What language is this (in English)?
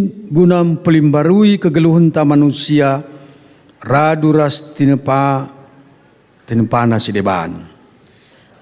Batak Karo